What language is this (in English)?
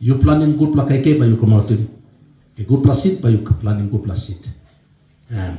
Tok Pisin